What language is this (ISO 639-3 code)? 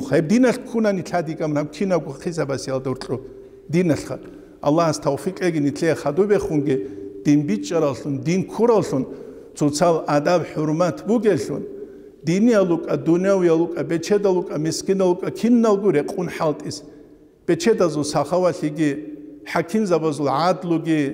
ava